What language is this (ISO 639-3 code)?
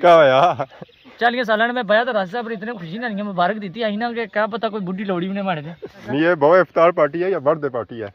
phr